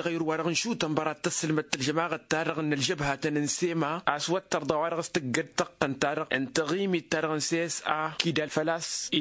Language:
Tamasheq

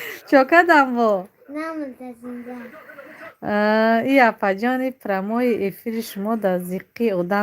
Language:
Tajik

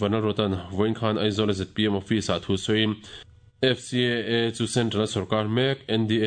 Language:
Mizo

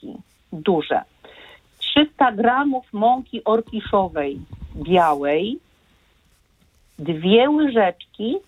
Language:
Polish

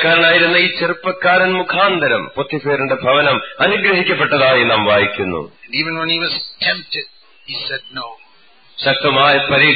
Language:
Malayalam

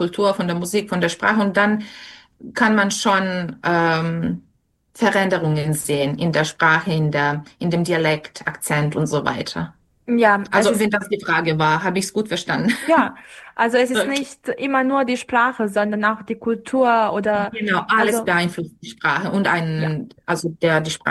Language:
German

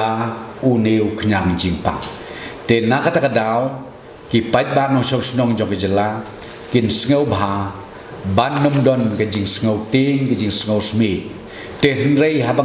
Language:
Khasi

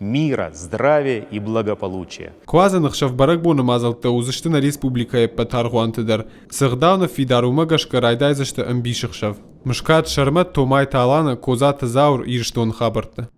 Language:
Ossetic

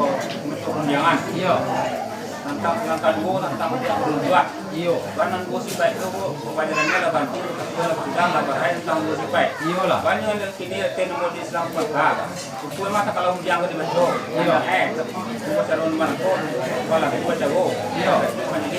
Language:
Minangkabau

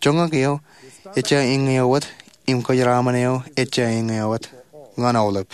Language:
Marshallese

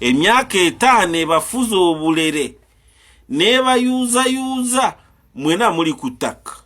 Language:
Ganda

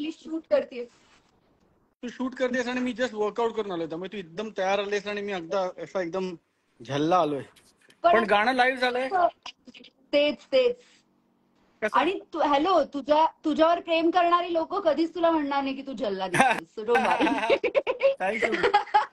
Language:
Marathi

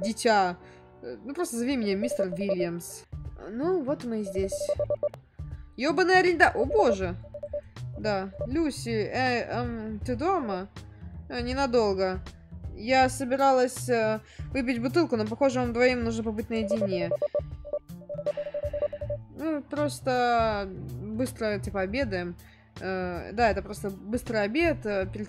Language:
Russian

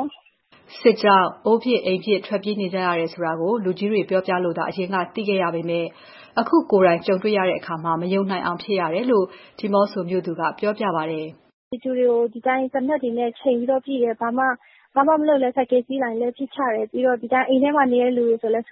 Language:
Burmese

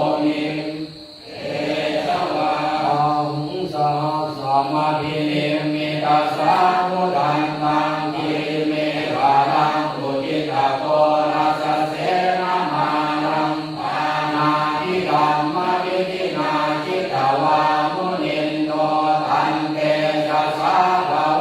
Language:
Pali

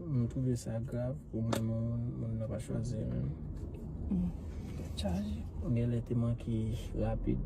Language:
Haitian Creole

